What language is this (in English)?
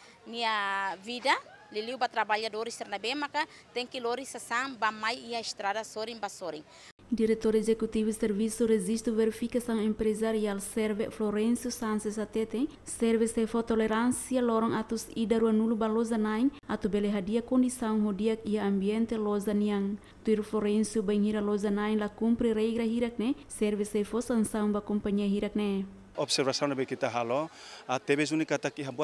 Tetum